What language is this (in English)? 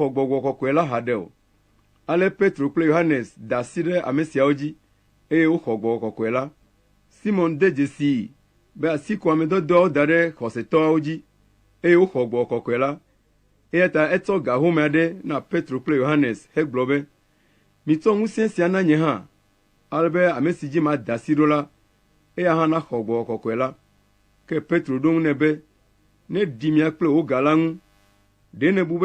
Ewe